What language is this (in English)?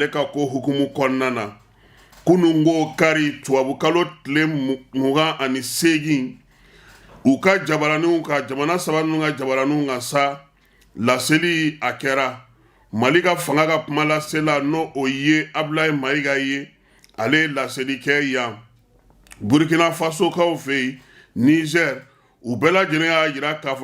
Bambara